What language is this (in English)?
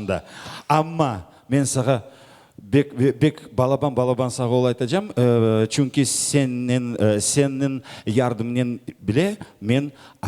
Crimean Tatar